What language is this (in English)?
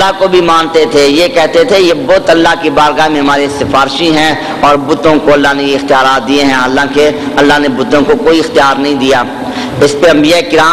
Urdu